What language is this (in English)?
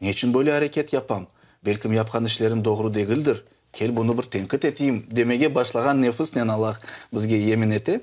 Crimean Tatar